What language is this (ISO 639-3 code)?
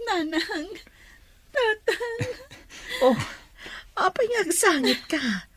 ilo